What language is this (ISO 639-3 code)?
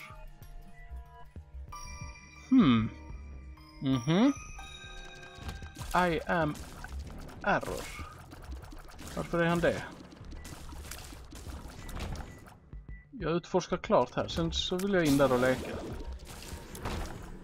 swe